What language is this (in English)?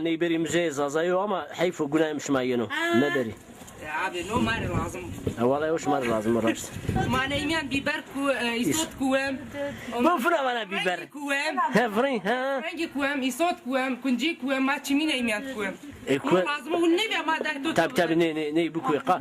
Zaza